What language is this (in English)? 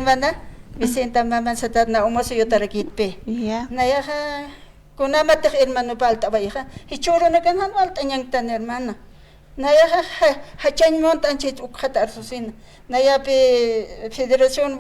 Aymara